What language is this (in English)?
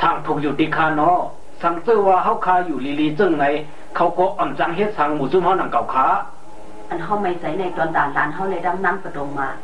Shan